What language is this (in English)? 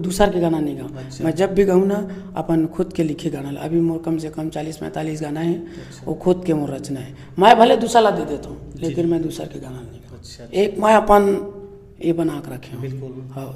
Chhattisgarhi